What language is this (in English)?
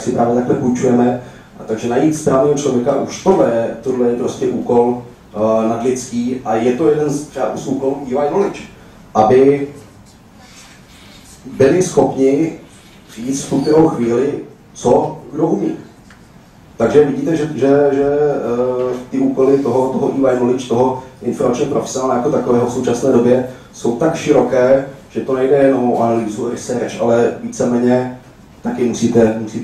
Czech